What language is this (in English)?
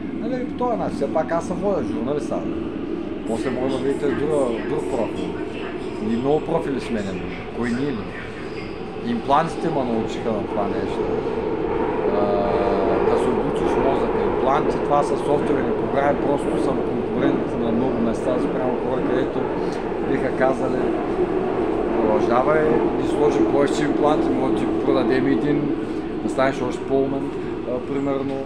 Bulgarian